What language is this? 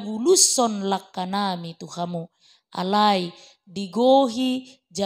Batak Toba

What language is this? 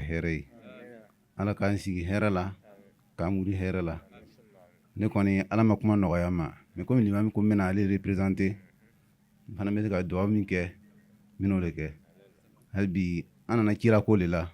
Bambara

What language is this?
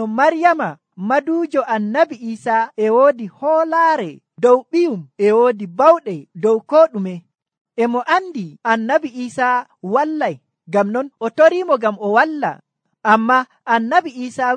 Nigerian Fulfulde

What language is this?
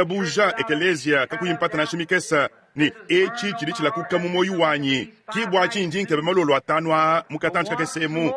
Luba-Lulua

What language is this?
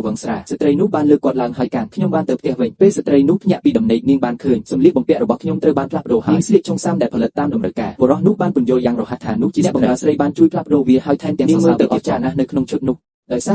Khmer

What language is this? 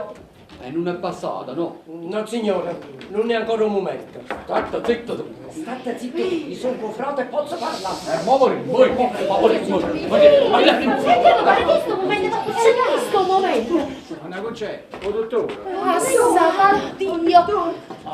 Neapolitan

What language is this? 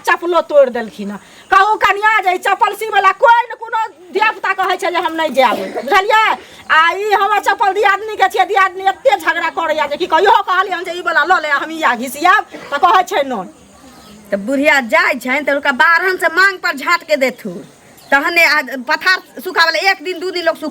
Maithili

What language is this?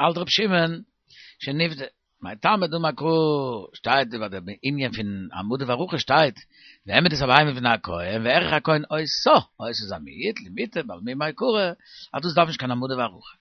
Yiddish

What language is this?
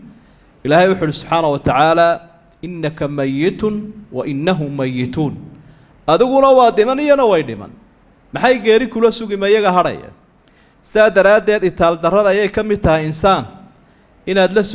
Somali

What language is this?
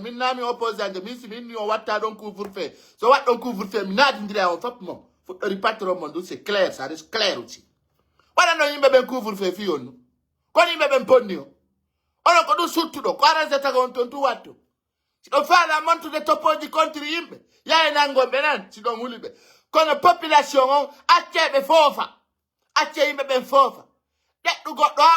Pular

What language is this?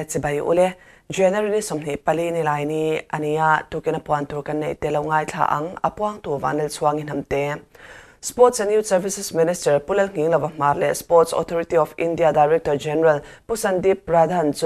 Mizo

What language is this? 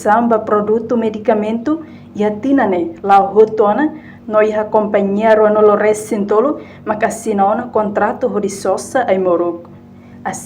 Tetum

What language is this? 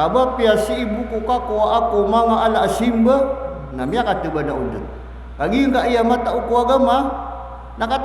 Maranao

